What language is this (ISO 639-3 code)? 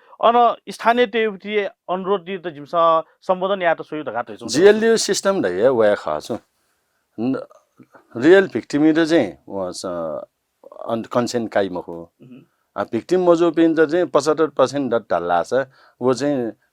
new